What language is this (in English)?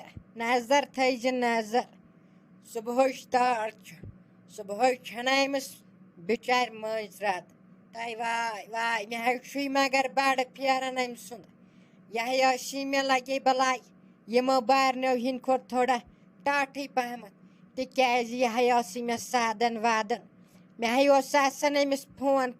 Kashmiri